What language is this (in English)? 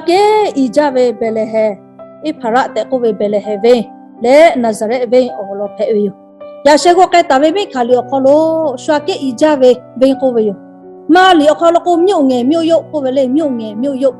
Lahu